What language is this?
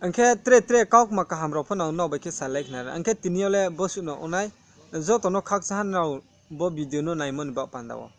Riang (India)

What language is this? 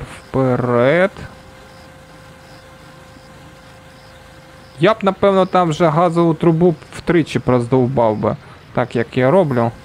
Ukrainian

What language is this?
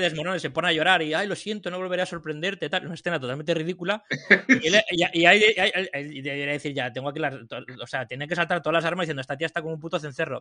Spanish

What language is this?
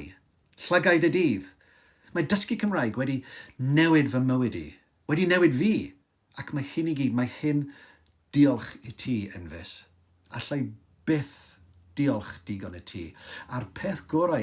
Welsh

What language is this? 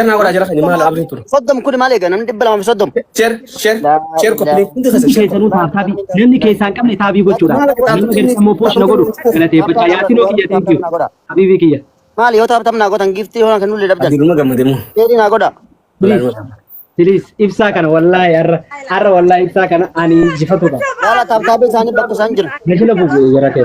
Oromo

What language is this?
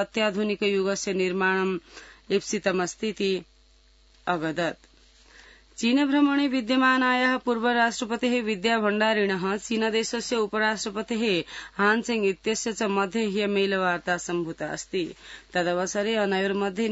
Sanskrit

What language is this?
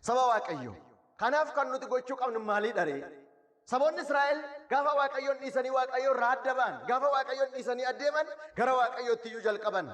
Oromo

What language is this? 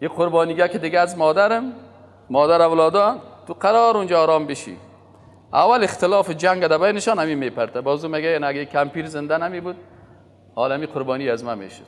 Persian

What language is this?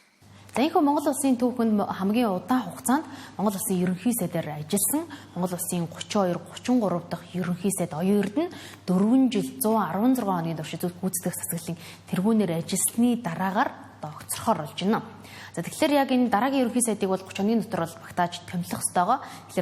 Mongolian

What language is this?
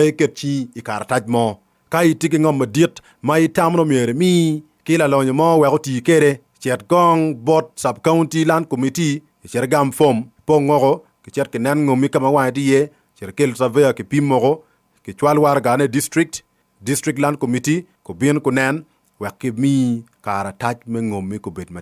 Acoli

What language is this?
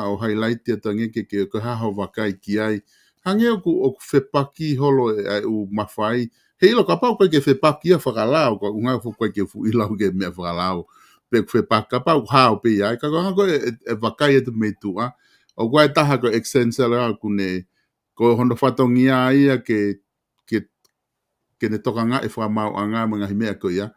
Tongan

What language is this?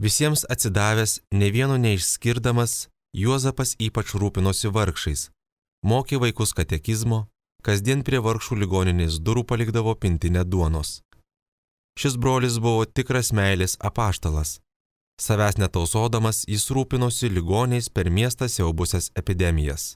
Lithuanian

